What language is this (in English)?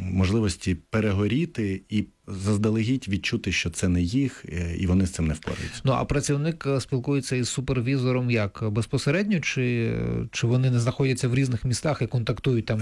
Ukrainian